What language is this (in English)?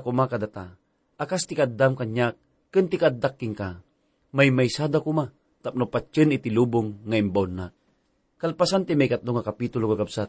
Iloko